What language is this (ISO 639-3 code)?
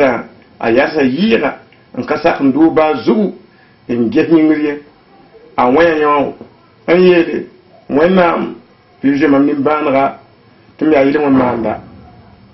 mos